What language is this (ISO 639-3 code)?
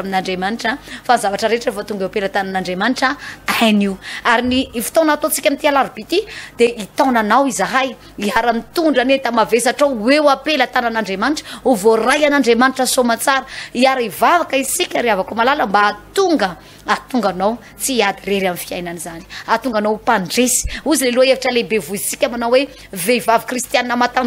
mlg